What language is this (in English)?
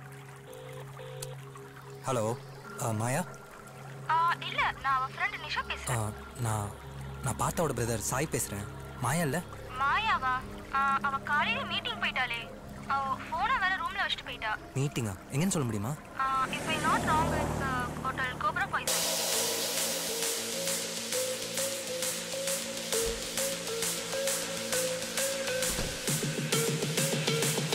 Tamil